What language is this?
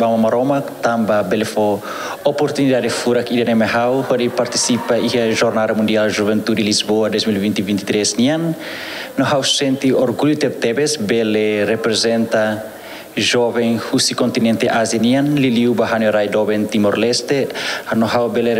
Tetum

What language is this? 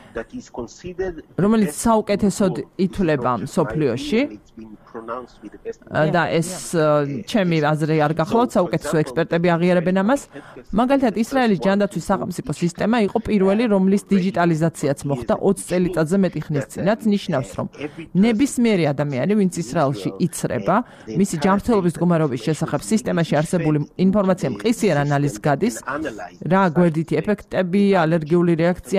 Georgian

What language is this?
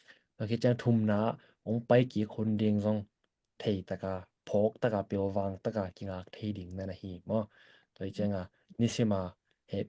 Tedim Chin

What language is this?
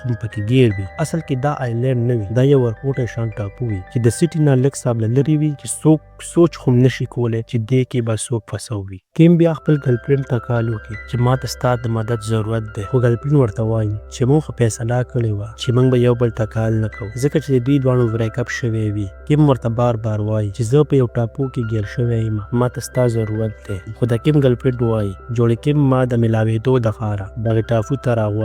Pashto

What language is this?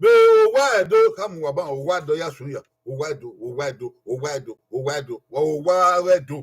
Bini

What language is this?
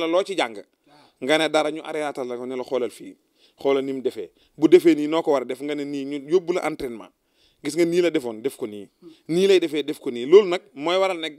Wolof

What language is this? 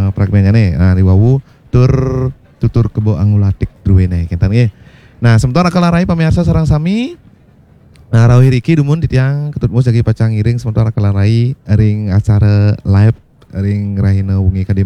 Balinese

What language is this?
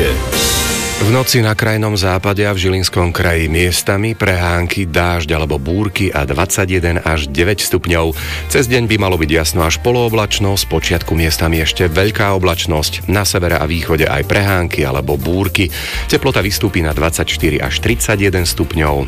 Slovak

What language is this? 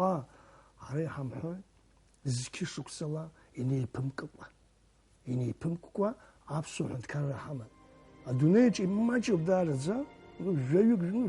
Abkhazian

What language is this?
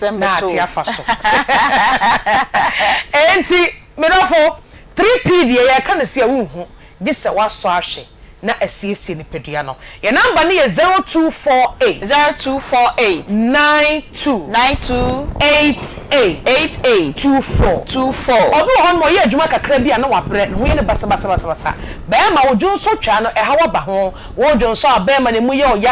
Akan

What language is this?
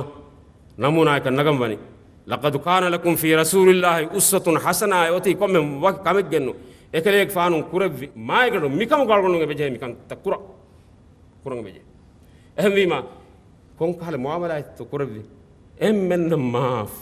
Divehi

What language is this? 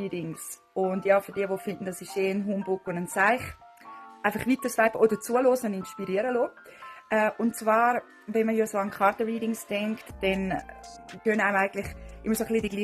Swiss German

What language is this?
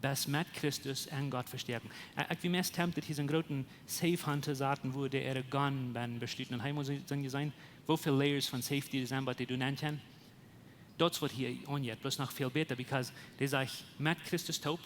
Plautdietsch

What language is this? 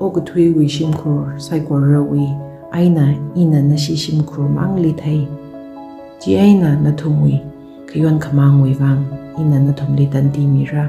Tangkhul Naga (India)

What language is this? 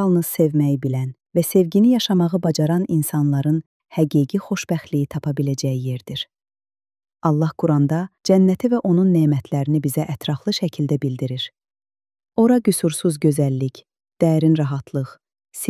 Azerbaijani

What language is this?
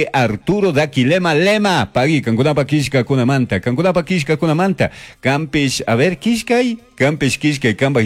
Chimborazo Highland Quichua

